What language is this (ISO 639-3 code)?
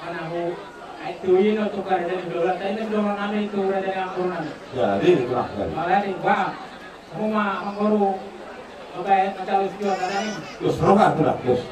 bbc